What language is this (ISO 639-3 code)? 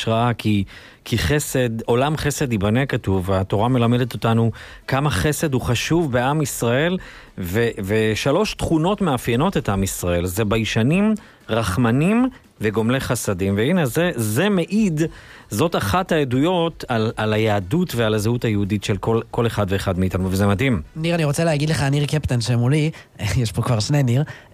heb